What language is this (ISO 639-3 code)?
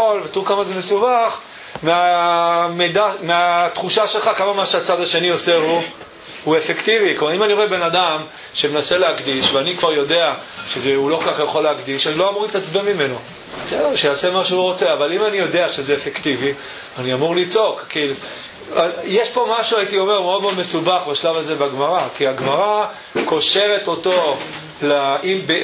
heb